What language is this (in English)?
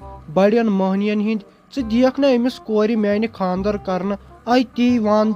Kashmiri